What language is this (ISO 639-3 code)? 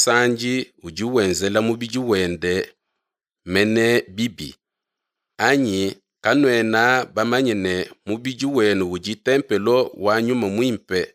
lua